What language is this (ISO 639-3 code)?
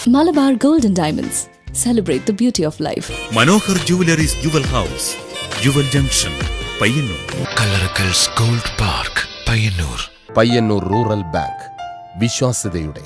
mal